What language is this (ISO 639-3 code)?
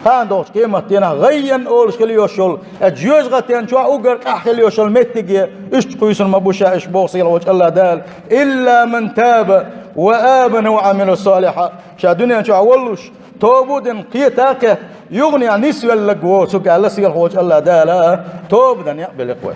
che